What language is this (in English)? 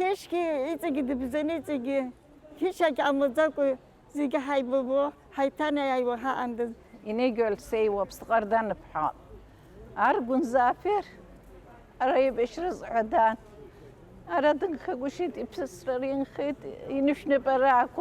Abkhazian